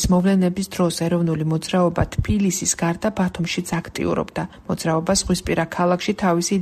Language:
Georgian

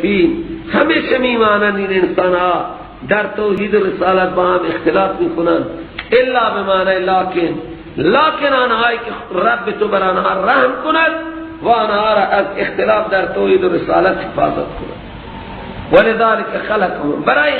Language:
Persian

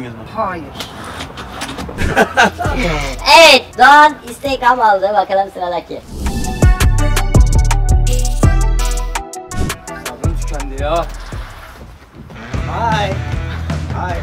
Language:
Turkish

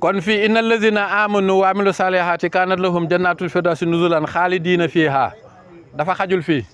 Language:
Wolof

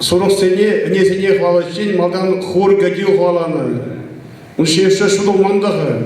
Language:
Chuvash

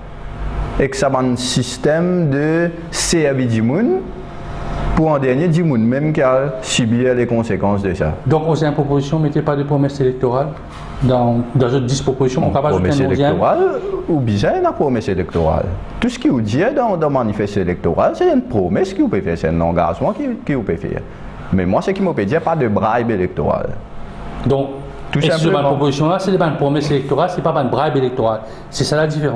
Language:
French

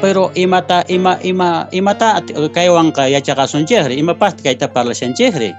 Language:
Quechua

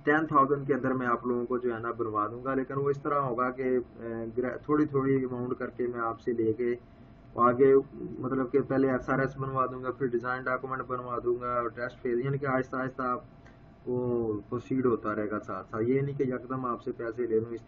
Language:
Urdu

